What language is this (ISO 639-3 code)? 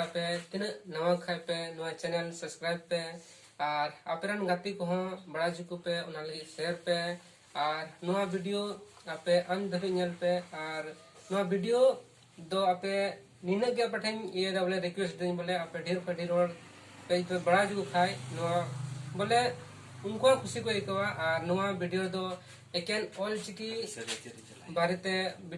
sat